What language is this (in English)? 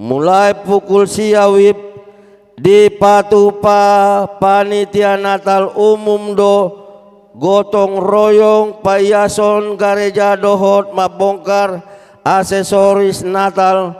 Batak Toba